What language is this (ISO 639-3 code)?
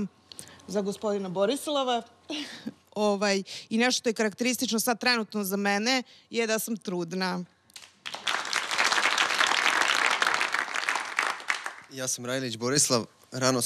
srp